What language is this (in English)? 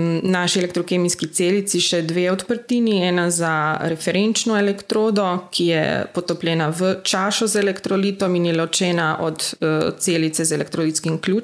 Slovenian